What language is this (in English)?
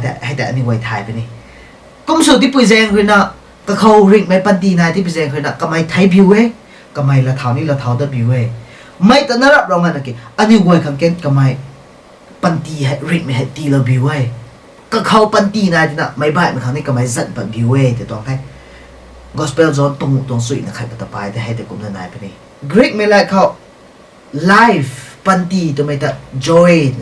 Rongmei Naga